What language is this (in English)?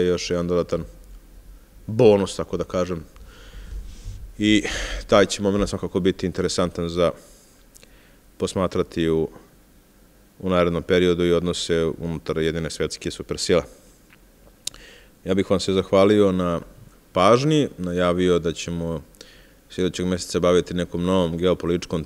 Serbian